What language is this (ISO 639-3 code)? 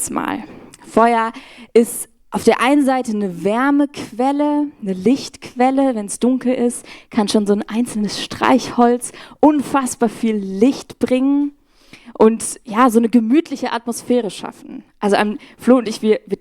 gsw